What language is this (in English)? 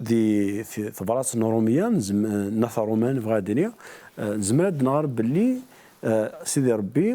Kabyle